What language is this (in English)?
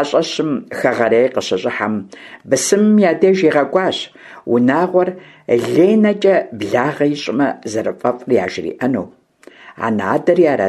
Kabardian